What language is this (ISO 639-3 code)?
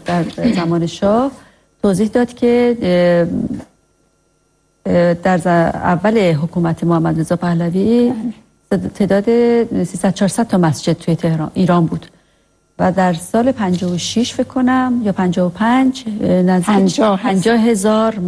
fas